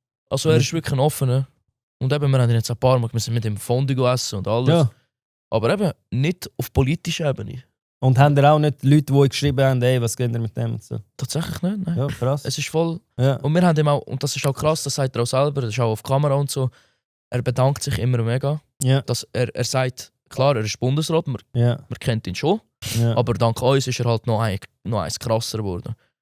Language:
Swiss German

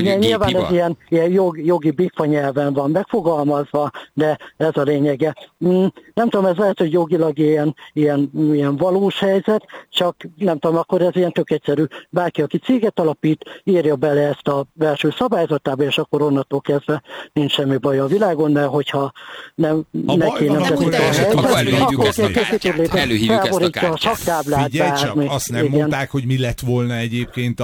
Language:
Hungarian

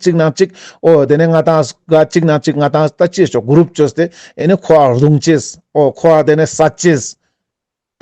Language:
Ladakhi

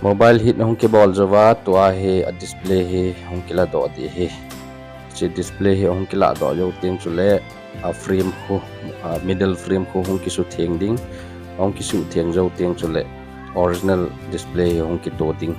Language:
Thado Chin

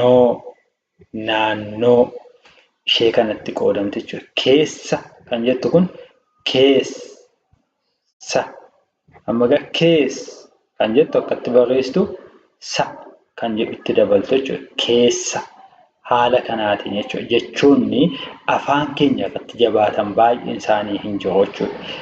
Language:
Oromo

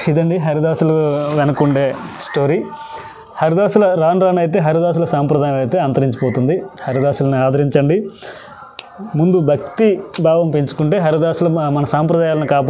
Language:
Telugu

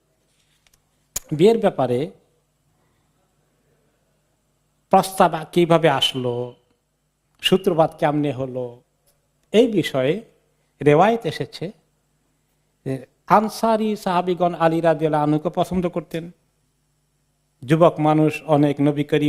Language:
Bangla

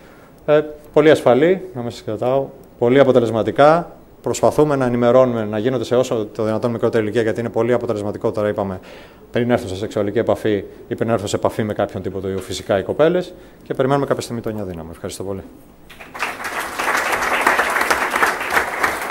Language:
Greek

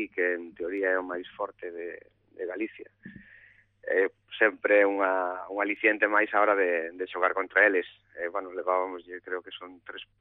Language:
Galician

